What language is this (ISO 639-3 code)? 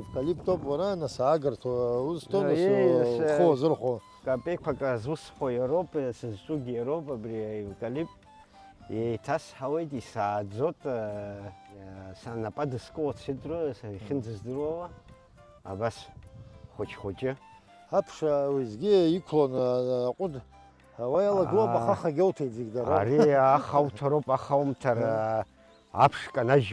abk